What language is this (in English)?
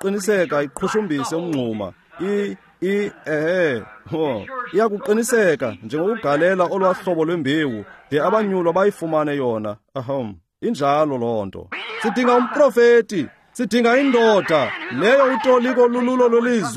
Xhosa